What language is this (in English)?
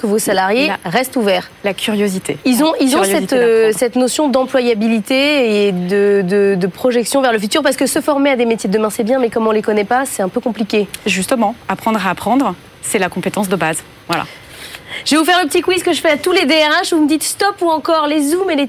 French